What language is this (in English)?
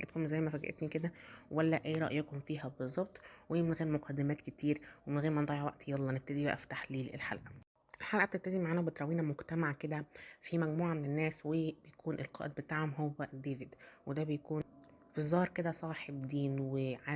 Egyptian Arabic